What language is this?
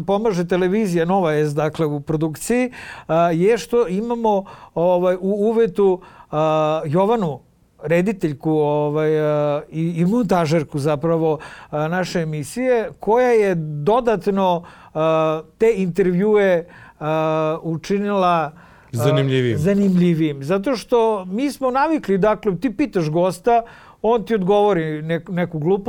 Serbian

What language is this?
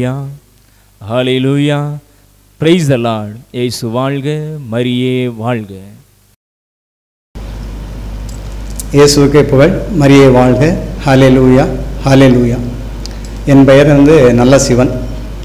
Tamil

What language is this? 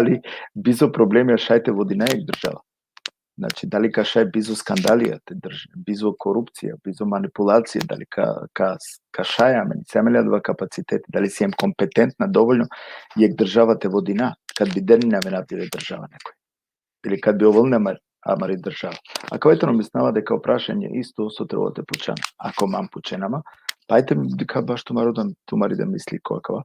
Balkan Romani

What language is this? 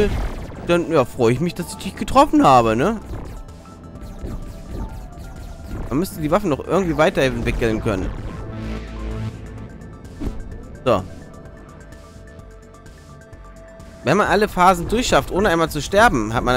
German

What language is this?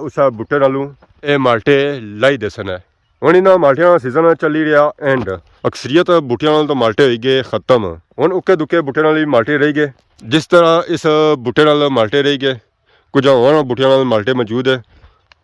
Pahari-Potwari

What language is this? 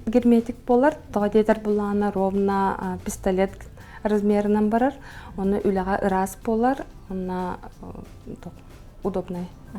Yakut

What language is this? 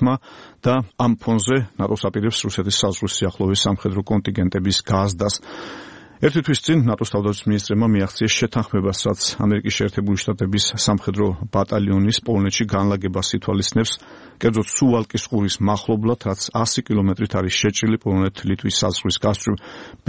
Georgian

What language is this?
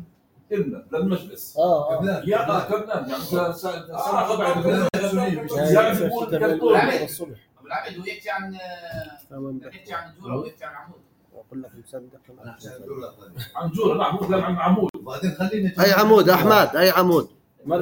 North Levantine Arabic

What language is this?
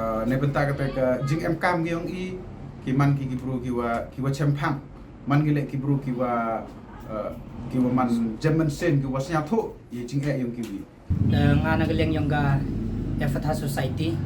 Pnar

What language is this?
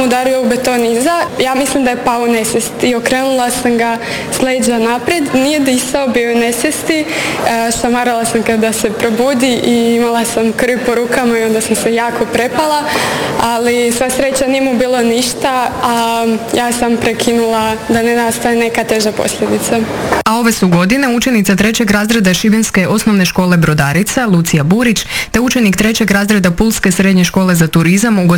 Croatian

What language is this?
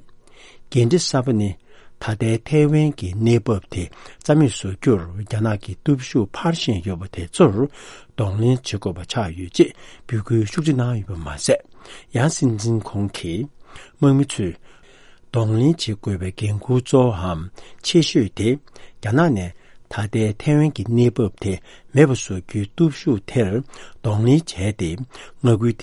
Tibetan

